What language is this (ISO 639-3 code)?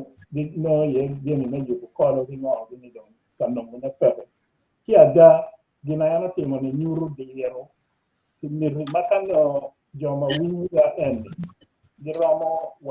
ach